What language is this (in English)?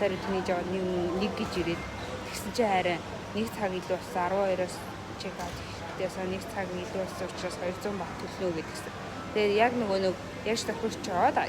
Mongolian